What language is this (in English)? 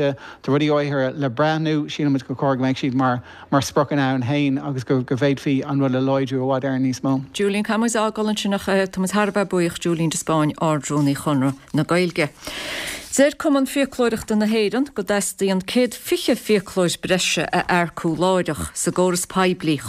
Irish